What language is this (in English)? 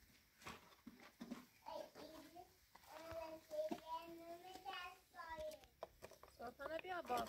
Persian